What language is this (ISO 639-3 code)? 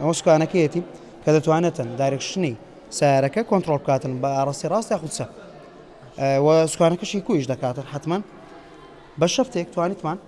ckb